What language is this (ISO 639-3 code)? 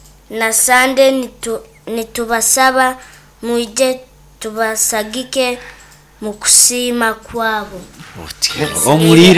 nyo